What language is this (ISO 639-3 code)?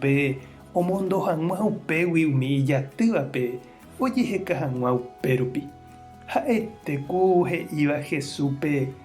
grn